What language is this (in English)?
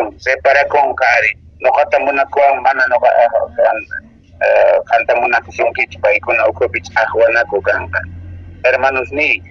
Quechua